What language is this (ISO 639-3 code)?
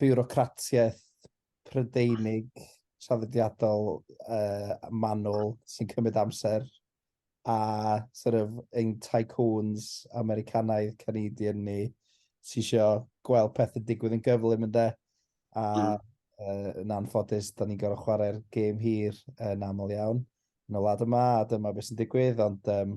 cym